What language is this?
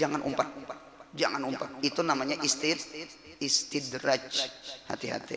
Banjar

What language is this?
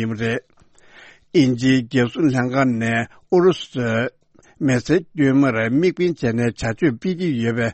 Tibetan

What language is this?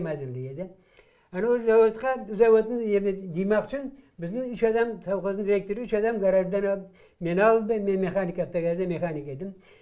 Crimean Tatar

